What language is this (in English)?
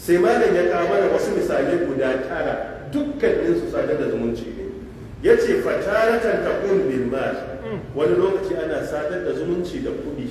Hausa